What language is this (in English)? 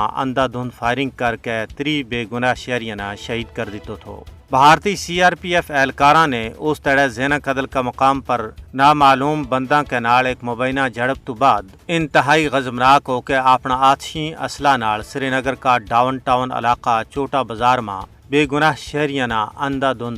Gujari